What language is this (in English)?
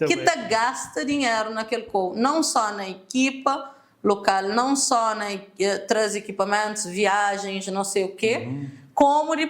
Kabuverdianu